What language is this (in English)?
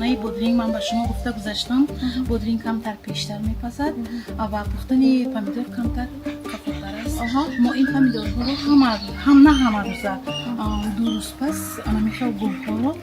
Tajik